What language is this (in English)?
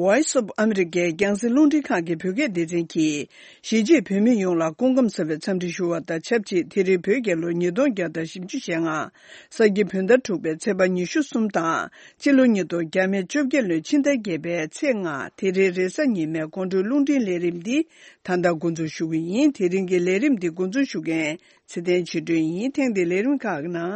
Tibetan